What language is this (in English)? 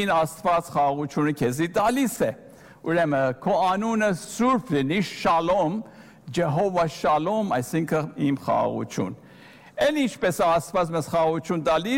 Armenian